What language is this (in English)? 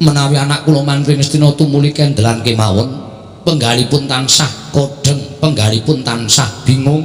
Javanese